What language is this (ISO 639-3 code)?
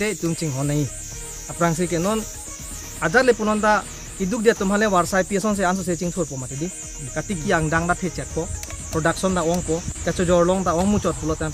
mjw